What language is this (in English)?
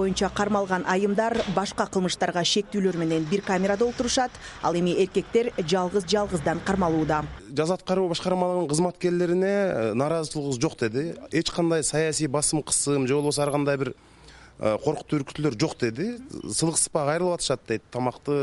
Kyrgyz